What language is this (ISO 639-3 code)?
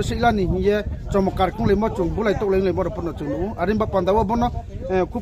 ria